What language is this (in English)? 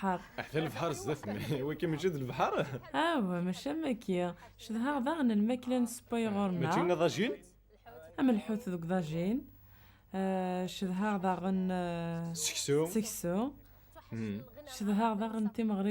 Kabyle